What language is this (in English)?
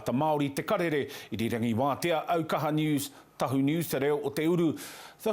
Māori